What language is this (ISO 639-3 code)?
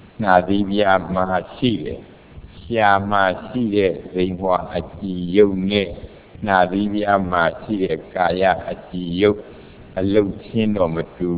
mya